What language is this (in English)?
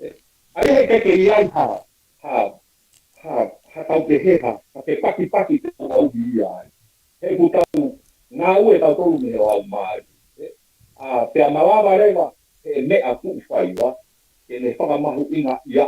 Tongan